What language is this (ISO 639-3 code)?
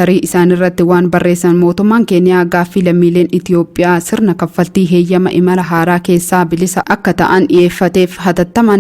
orm